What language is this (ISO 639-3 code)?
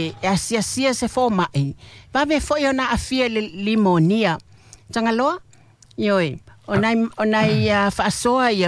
smo